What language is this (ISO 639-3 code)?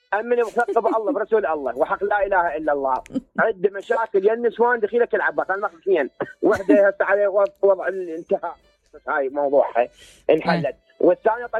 acm